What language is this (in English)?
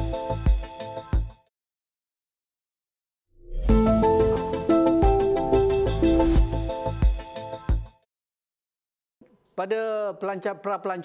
Malay